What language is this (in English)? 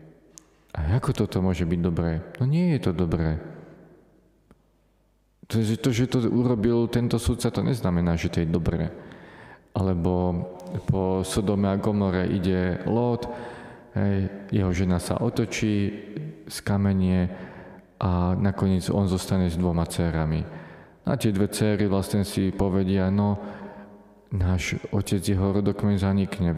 Slovak